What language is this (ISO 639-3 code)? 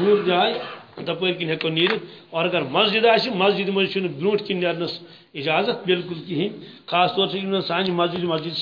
kas